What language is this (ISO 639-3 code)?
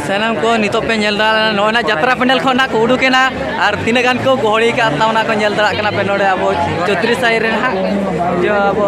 sat